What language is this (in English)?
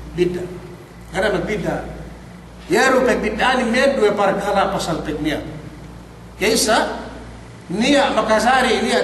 Yakan